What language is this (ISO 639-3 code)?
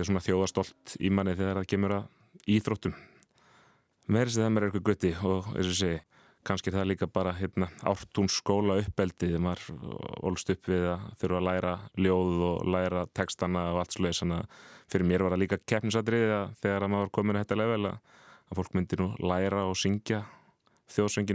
isl